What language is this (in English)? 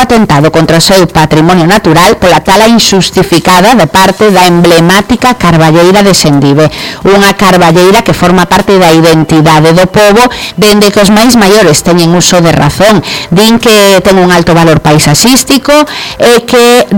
Galician